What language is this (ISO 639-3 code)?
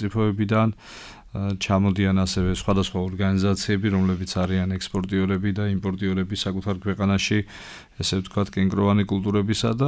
kat